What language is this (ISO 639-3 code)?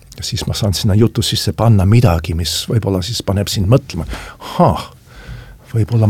est